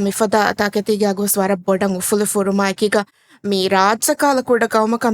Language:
Divehi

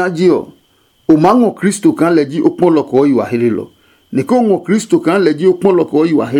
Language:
Adangme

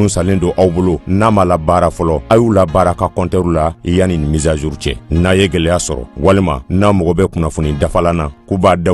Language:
Bambara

